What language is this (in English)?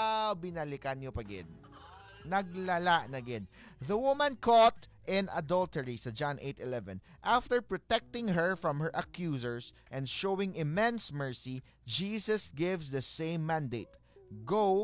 Hiligaynon